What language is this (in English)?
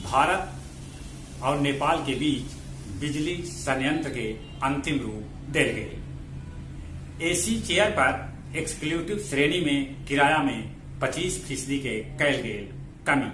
Magahi